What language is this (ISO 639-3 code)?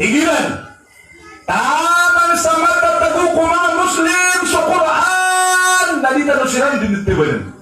mrw